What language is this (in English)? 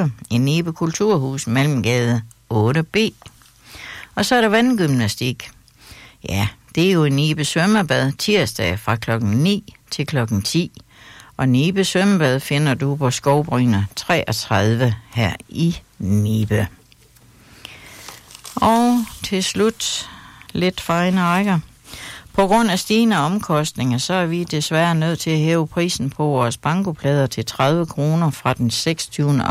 Danish